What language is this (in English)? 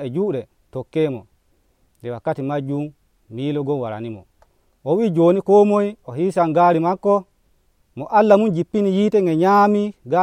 Nigerian Fulfulde